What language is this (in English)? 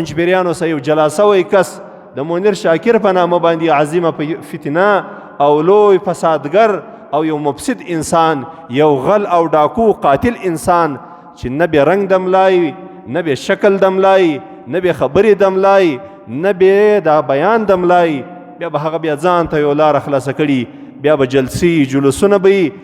Pashto